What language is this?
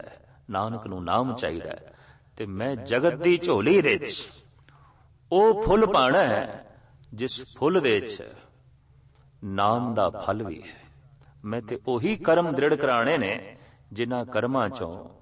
Punjabi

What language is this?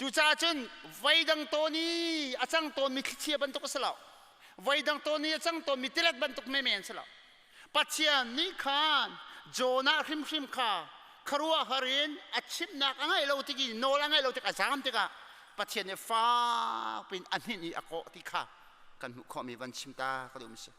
Hakha Chin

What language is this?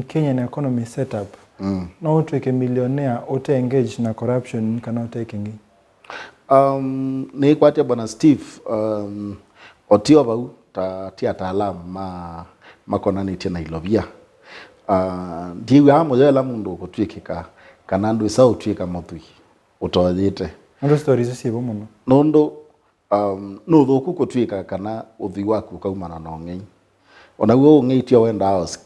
Kamba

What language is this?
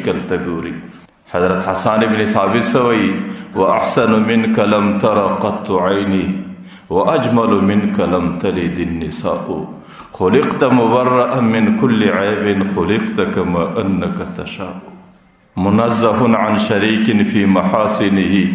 Pashto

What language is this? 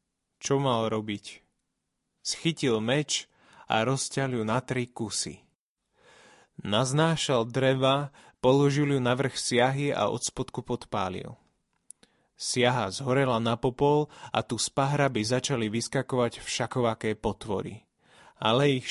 Slovak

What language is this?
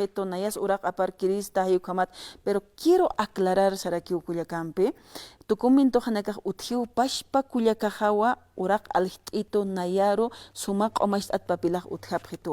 Aymara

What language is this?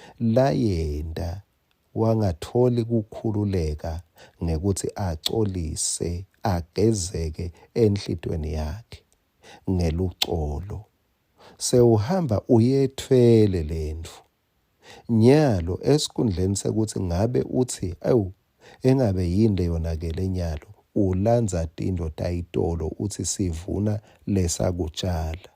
Swati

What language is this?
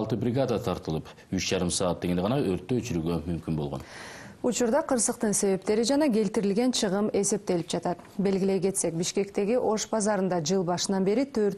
Kyrgyz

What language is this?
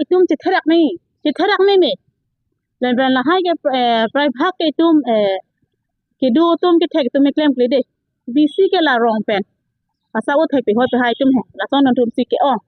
Karbi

